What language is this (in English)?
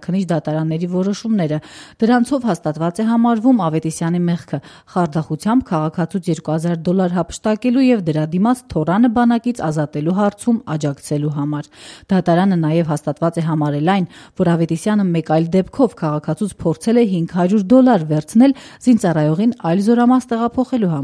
Armenian